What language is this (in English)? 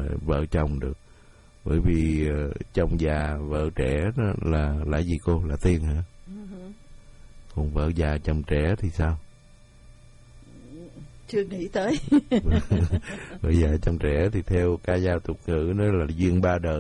Vietnamese